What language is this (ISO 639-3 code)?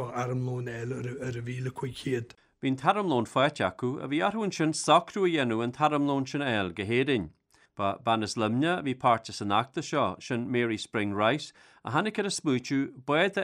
gle